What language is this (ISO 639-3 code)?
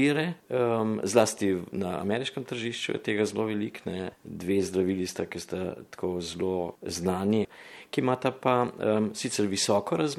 slv